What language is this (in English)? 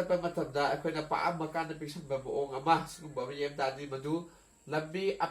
Manipuri